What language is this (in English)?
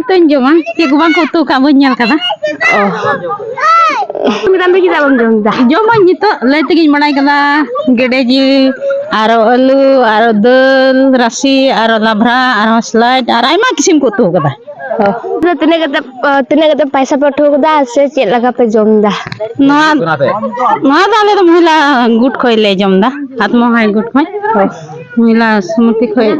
Santali